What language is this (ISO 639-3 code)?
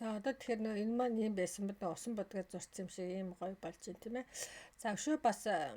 mon